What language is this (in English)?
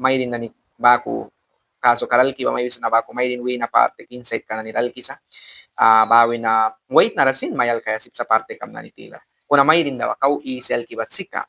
Mískito